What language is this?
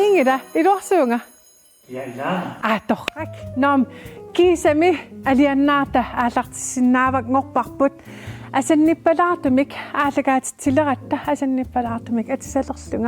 Kalaallisut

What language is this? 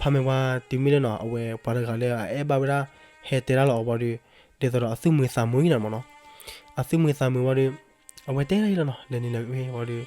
S'gaw Karen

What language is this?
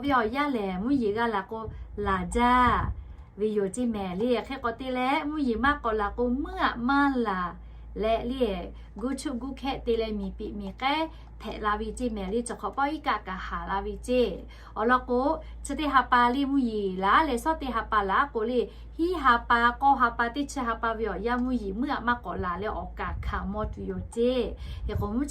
Lahu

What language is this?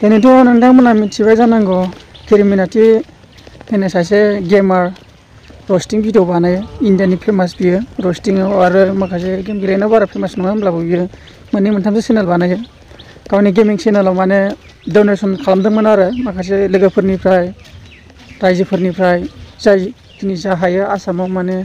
Bodo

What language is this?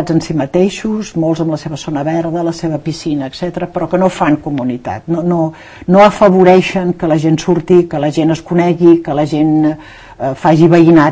Catalan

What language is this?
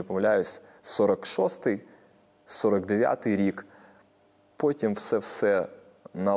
Ukrainian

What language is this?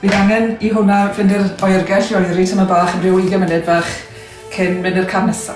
Welsh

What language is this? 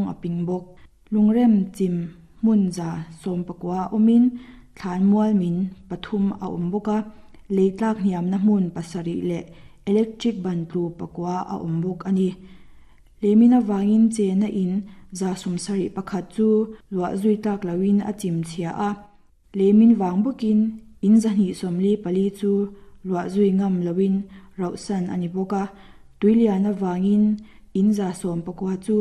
Mizo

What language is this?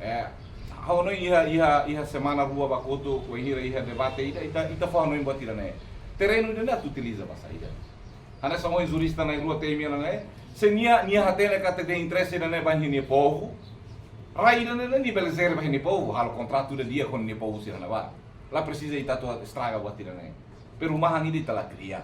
Tetum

